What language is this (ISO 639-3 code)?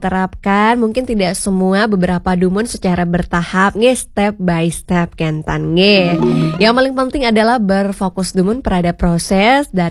ban